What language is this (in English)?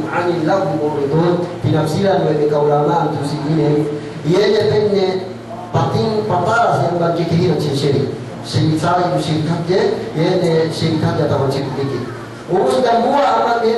Yakan